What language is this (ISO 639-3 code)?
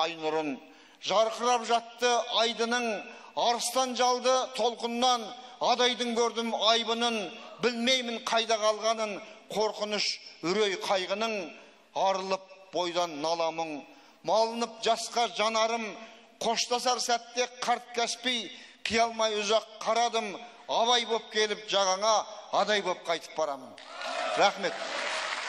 kaz